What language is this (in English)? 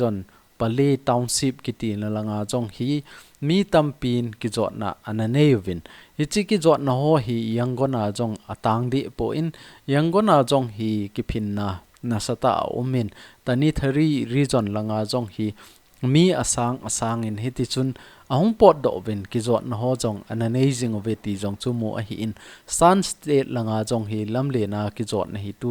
Thado Chin